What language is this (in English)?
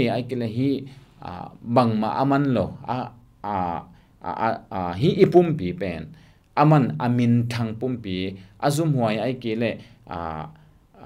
Tedim Chin